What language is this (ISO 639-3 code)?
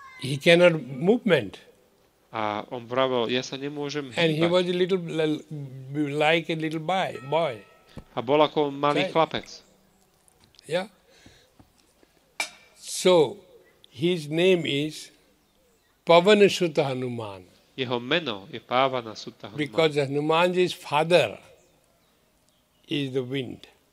slk